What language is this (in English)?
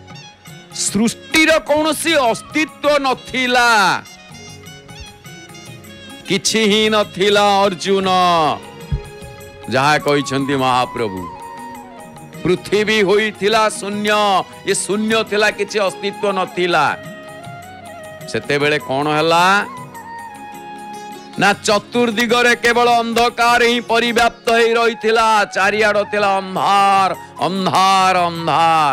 Odia